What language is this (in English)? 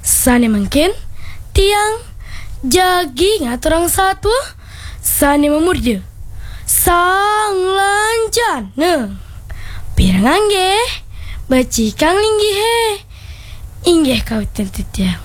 Balinese